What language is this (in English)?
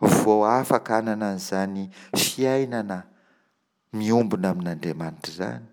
Malagasy